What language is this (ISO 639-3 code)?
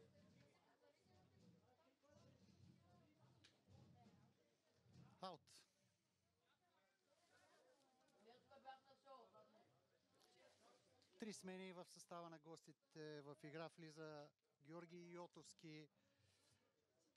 bul